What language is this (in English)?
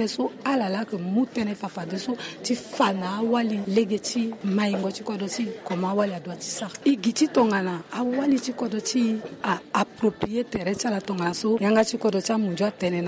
Sango